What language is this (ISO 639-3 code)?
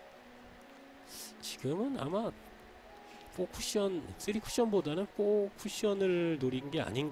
kor